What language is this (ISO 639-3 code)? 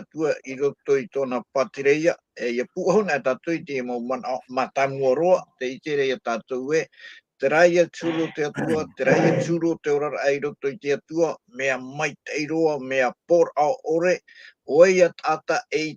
tah